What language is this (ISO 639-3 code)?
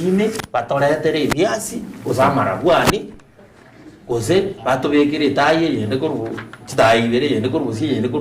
guz